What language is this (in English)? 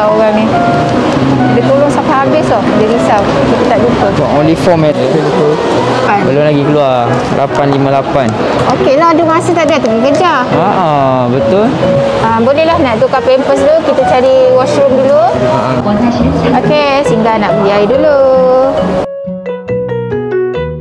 Malay